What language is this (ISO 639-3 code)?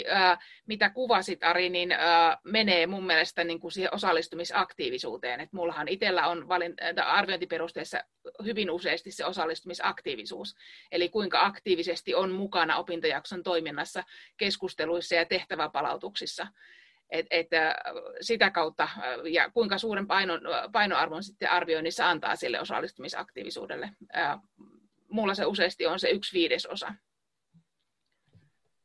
fin